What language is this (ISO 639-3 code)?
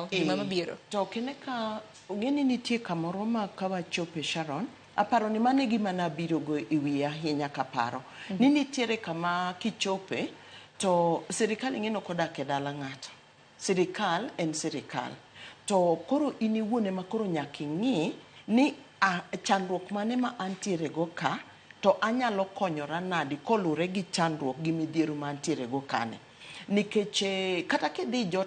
luo